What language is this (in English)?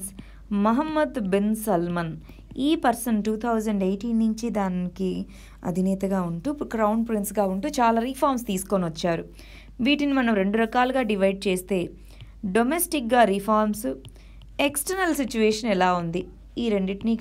Telugu